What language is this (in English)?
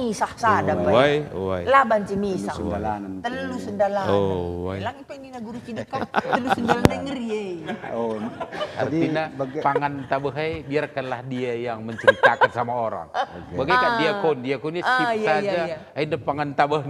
Batak Karo